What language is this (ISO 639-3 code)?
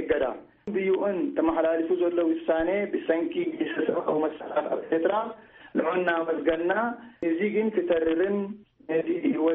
tir